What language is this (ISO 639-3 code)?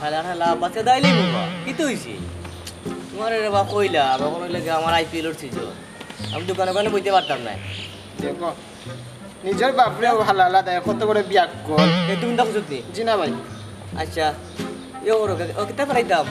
syl